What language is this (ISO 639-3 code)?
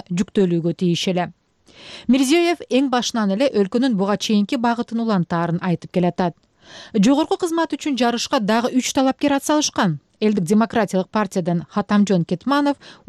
kir